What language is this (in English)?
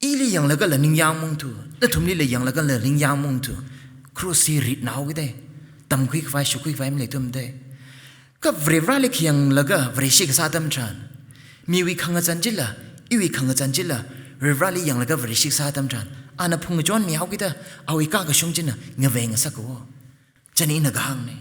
Tangkhul Naga (India)